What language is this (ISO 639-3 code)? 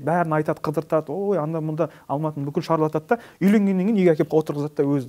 kaz